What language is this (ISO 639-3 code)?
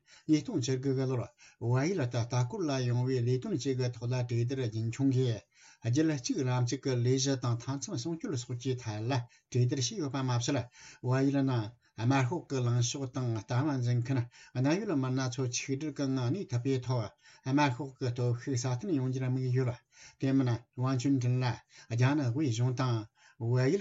bod